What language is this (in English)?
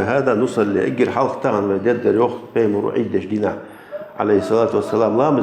Ingush